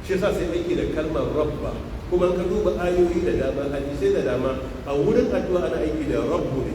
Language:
Hausa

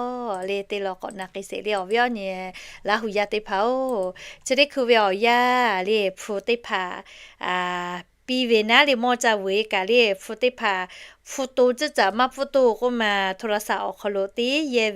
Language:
Lahu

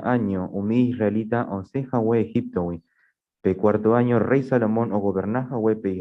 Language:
Guarani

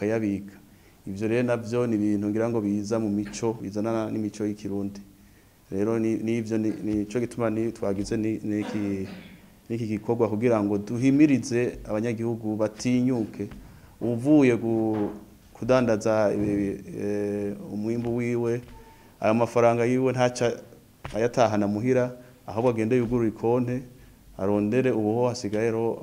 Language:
Rundi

